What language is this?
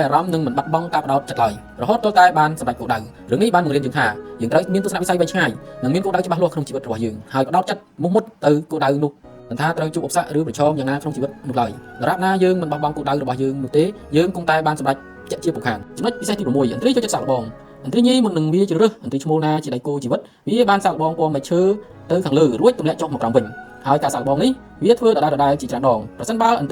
Khmer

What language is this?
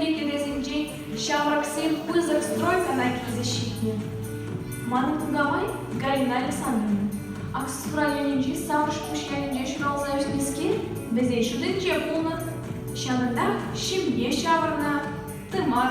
Chuvash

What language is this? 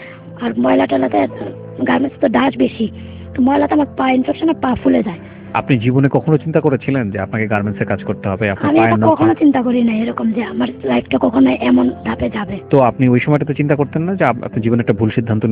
Bangla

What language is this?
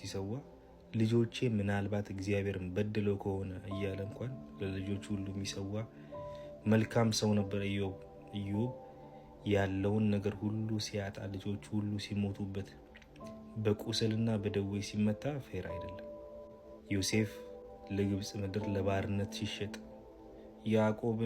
Amharic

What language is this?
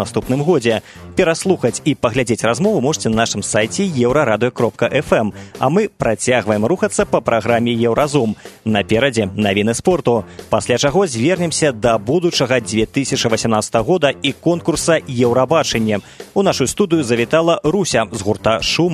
Belarusian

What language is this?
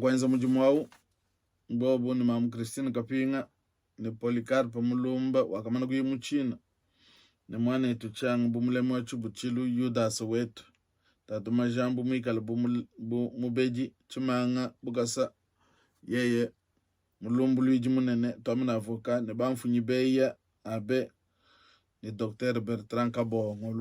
Luba-Lulua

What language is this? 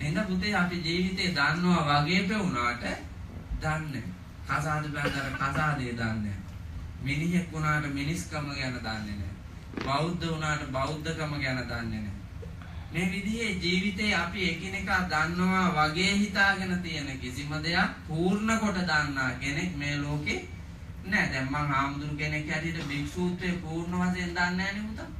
Sinhala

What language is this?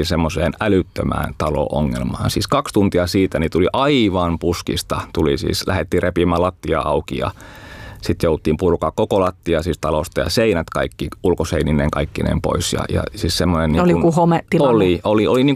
Finnish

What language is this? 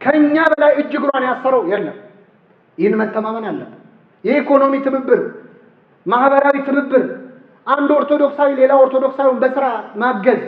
Amharic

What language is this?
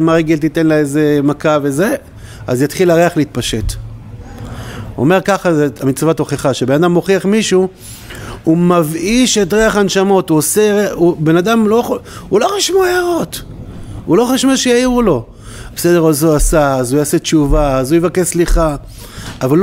Hebrew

